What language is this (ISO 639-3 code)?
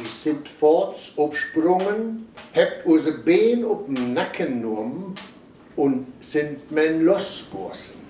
wep